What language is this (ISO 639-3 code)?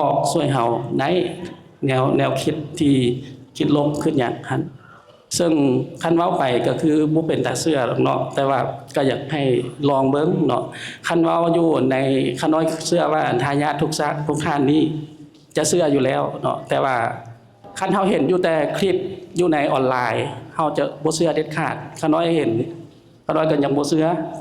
lao